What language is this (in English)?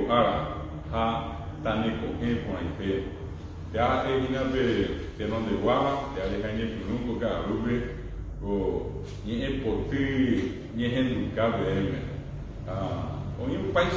Guarani